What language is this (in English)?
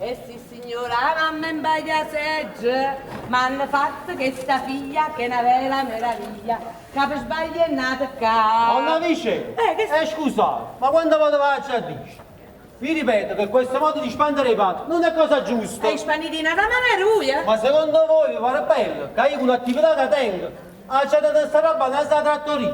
Neapolitan